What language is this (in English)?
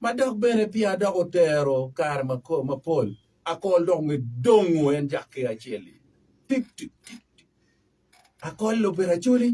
Acoli